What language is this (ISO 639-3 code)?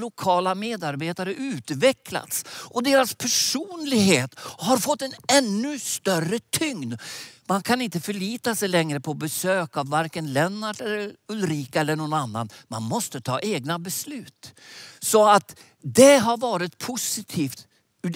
swe